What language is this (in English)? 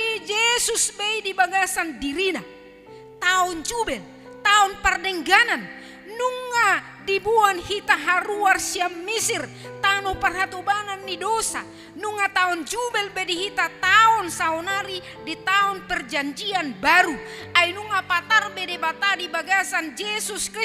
Batak Toba